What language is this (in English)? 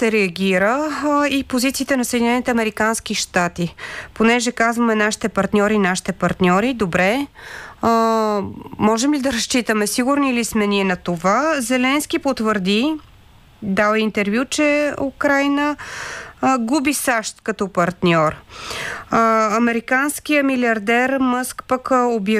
Bulgarian